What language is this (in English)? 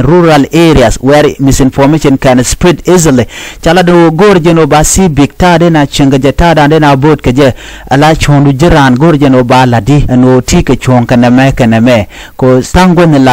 Nuer